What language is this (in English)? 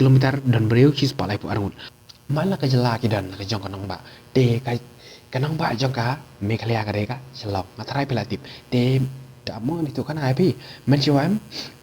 Khasi